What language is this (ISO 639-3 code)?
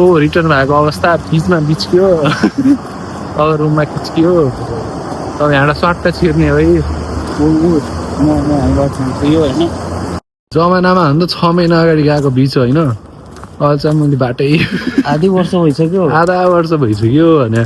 nep